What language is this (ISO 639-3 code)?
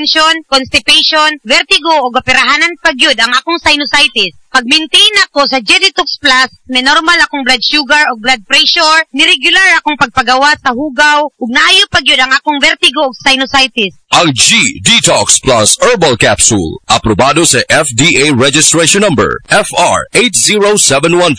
ceb